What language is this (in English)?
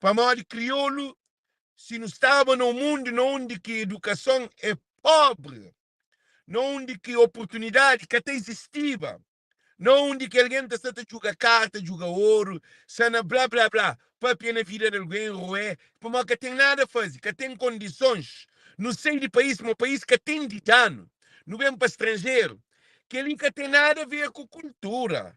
Kabuverdianu